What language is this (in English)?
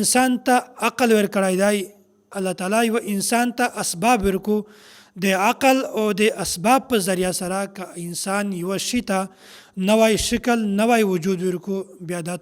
Pashto